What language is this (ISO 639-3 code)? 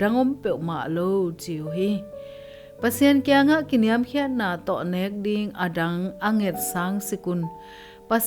ctd